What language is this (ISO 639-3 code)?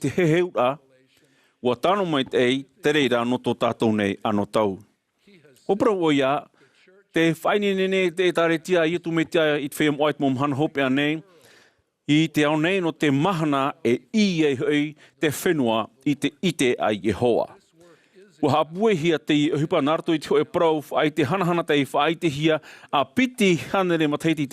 tah